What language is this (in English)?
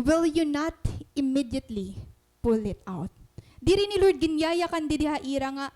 Waray